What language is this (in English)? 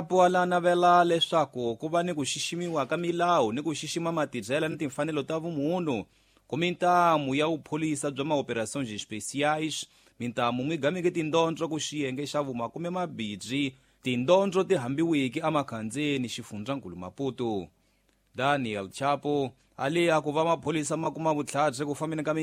Tsonga